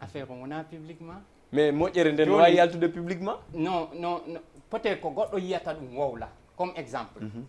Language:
Fula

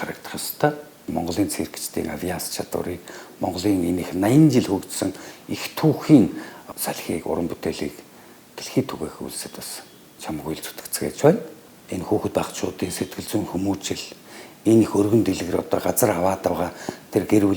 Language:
Mongolian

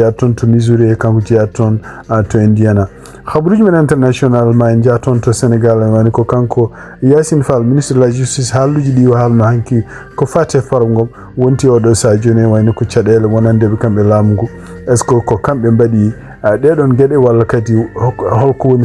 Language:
Fula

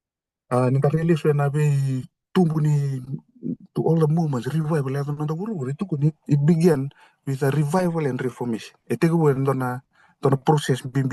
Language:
Fijian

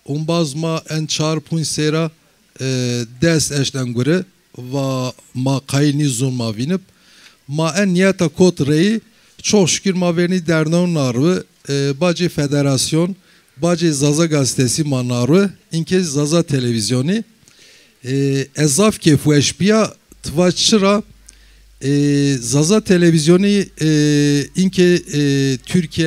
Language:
Zaza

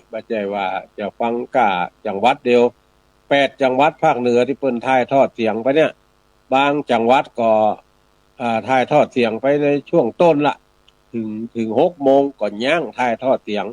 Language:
Northern Thai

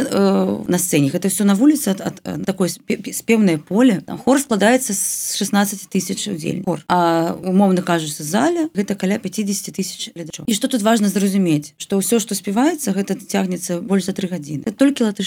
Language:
Belarusian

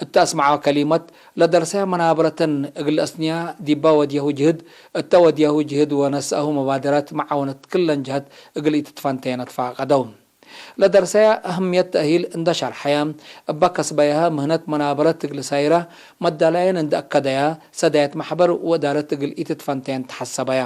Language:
Tigre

